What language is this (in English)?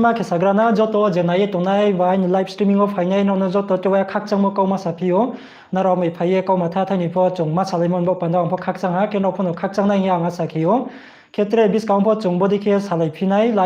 Riang (India)